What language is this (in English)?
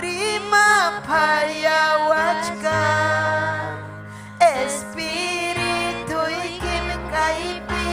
Ayacucho Quechua